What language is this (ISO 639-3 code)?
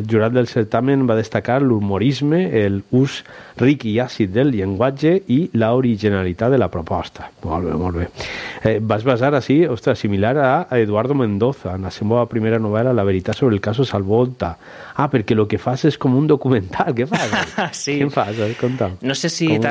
cat